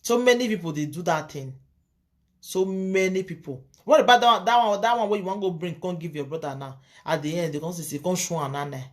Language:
Nigerian Pidgin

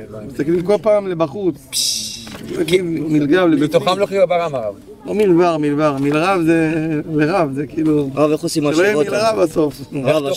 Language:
Hebrew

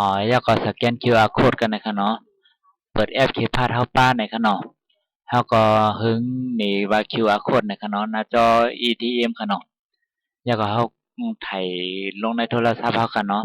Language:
Shan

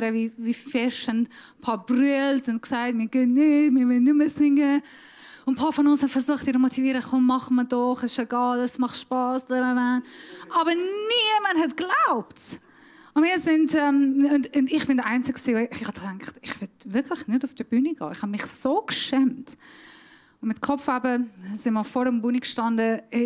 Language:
Swiss German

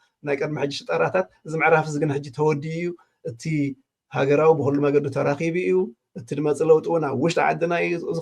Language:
Tigrinya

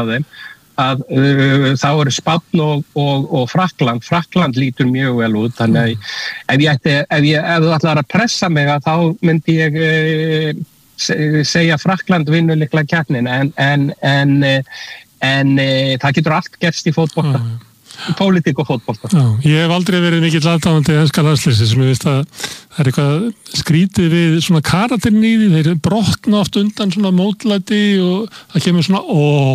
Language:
Icelandic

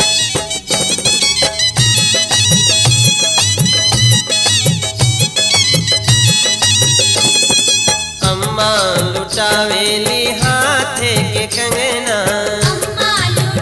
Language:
Bhojpuri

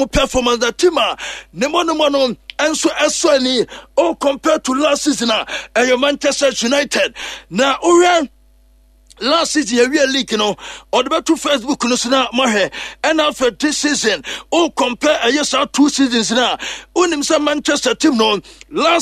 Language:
Akan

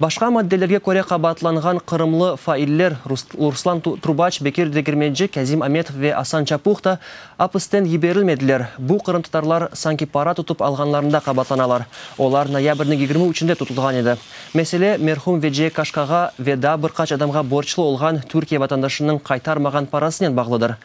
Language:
Crimean Tatar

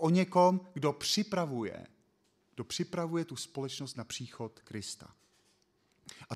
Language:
Czech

